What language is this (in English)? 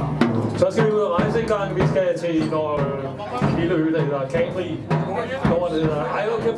Danish